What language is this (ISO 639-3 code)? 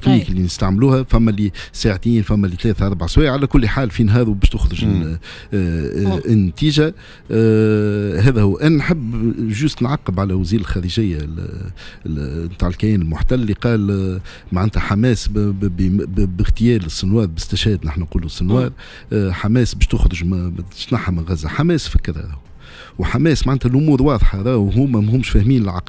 aeb